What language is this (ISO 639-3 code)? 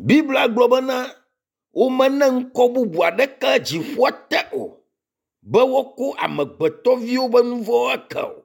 ewe